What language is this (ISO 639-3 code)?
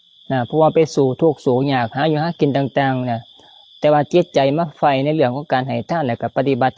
lao